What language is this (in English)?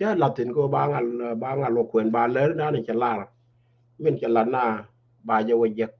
Nuer